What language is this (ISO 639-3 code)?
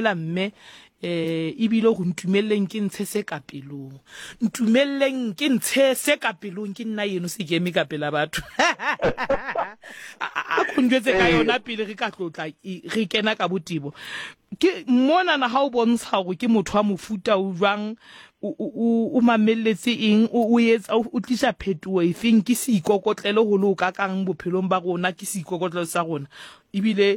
sot